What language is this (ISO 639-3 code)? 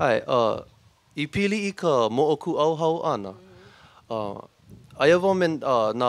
haw